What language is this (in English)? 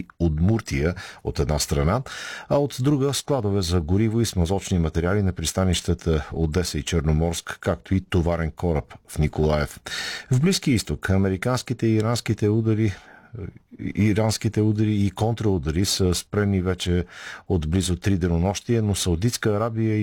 Bulgarian